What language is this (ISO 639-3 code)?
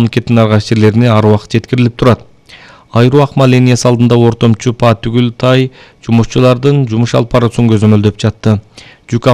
kir